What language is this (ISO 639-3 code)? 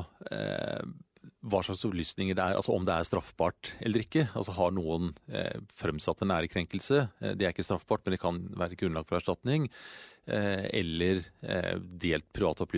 nor